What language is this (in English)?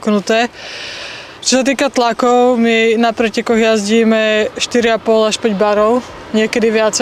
Slovak